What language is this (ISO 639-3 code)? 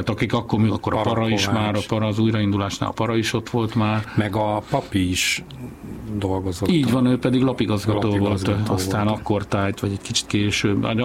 hun